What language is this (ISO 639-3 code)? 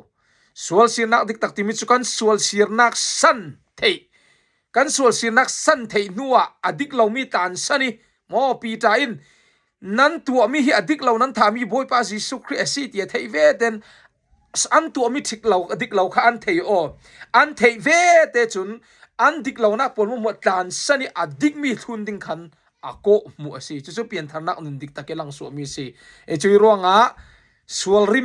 cfm